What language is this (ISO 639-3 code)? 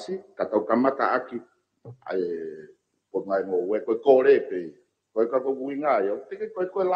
ton